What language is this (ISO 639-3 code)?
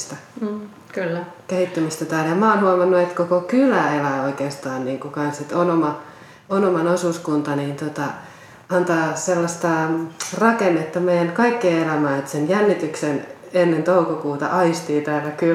fin